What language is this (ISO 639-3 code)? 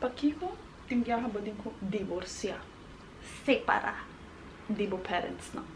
pap